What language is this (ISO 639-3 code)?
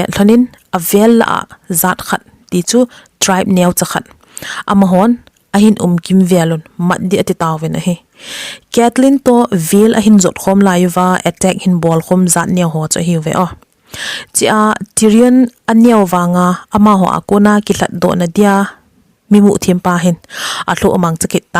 tcz